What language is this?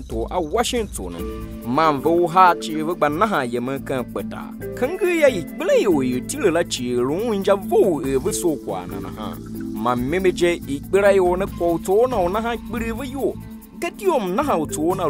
Tiv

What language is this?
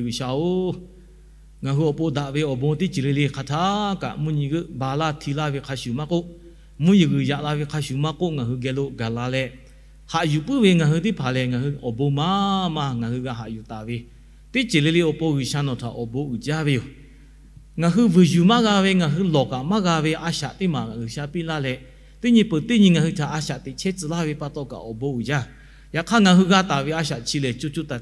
Lahu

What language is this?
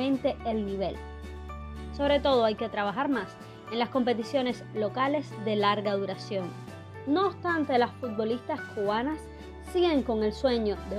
Spanish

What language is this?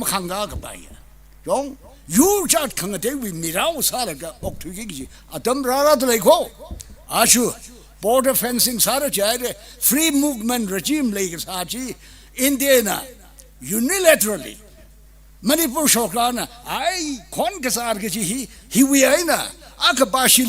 Tangkhul Naga (India)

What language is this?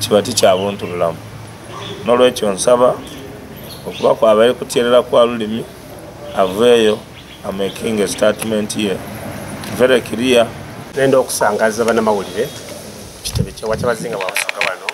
Soga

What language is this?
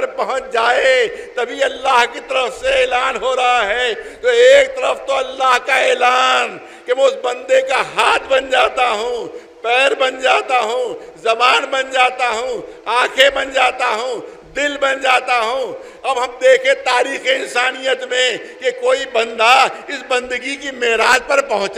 Urdu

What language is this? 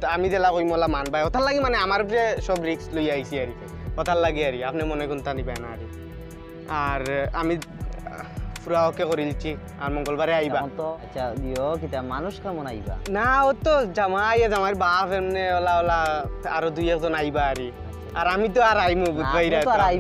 Sylheti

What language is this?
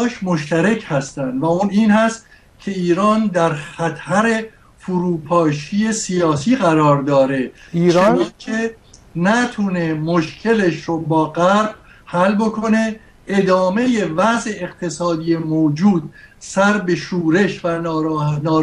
Persian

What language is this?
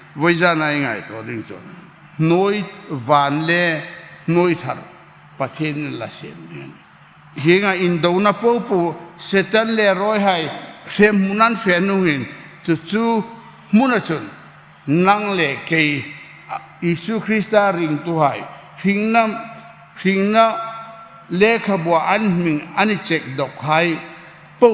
Hmar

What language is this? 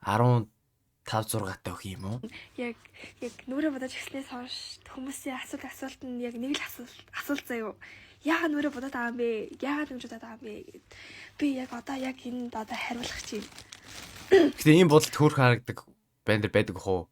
Mongolian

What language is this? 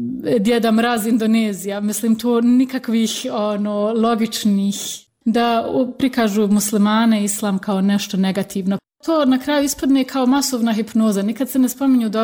Bosnian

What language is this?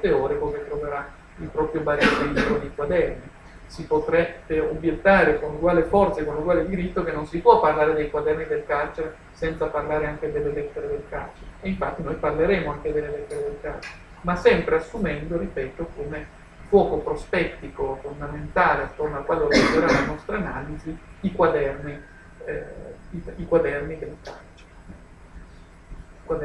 Italian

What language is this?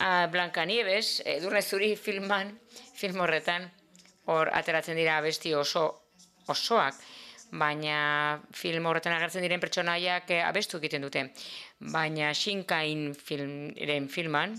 Basque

